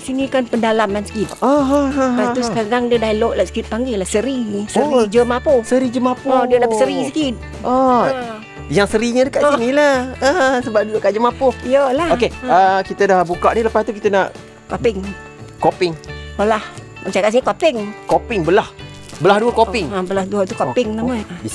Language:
Malay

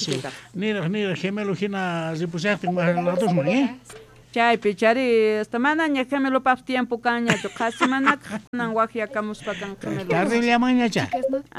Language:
South Bolivian Quechua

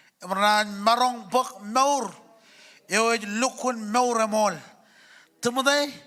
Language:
Marshallese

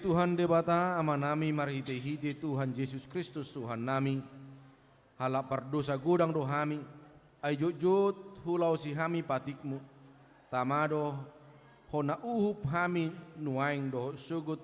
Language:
Batak Toba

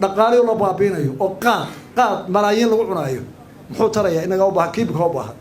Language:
Somali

